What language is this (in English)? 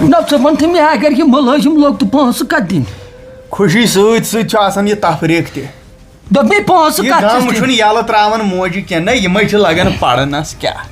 Kashmiri